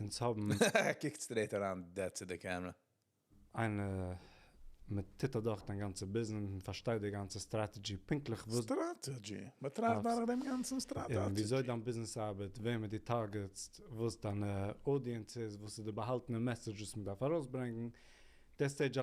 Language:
Yiddish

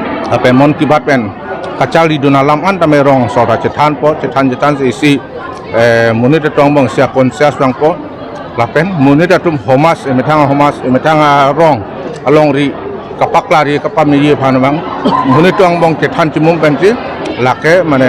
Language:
Karbi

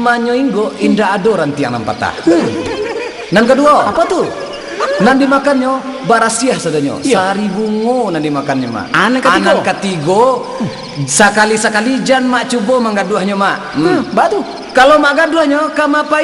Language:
Minangkabau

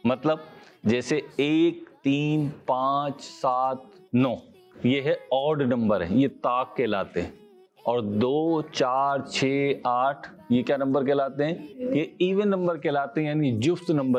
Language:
Urdu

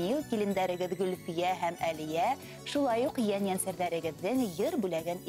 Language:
Bashkir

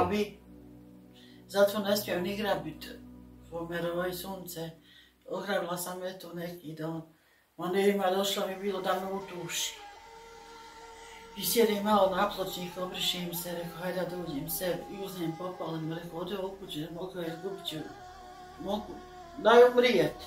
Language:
Croatian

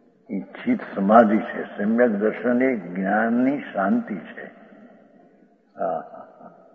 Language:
Gujarati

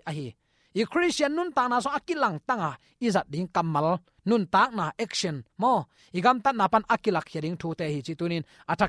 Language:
Tedim Chin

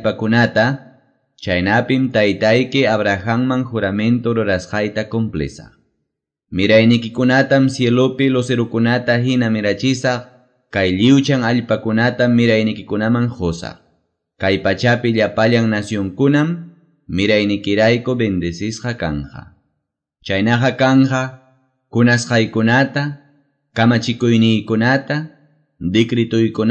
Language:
Quechua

